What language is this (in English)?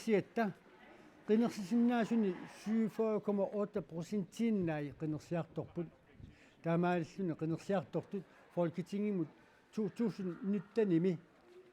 Kalaallisut